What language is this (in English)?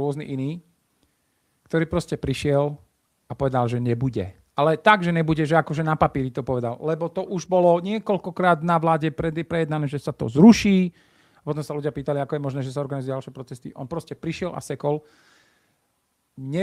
Slovak